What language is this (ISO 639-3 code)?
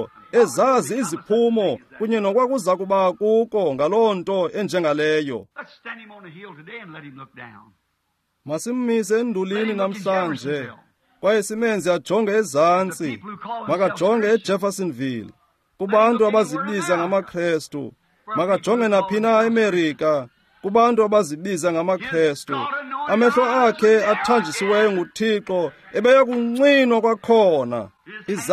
xho